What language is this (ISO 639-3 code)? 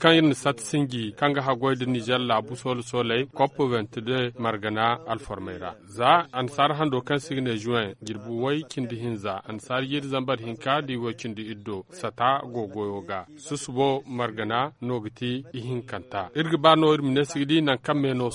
dje